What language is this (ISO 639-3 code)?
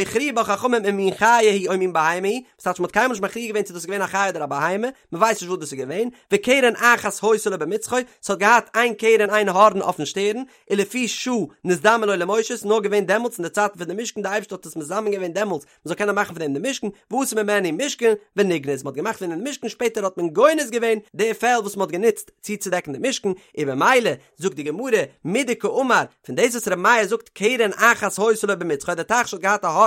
yid